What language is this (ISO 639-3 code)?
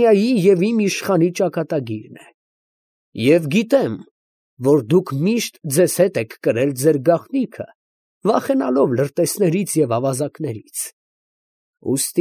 hye